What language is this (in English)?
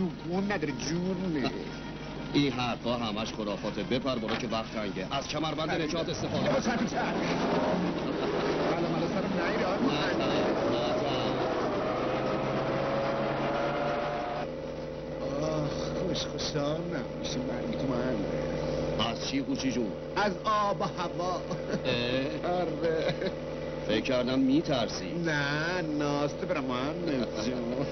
Persian